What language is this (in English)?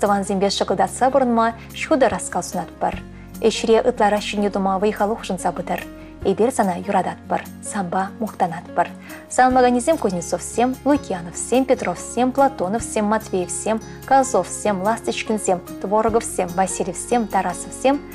Chuvash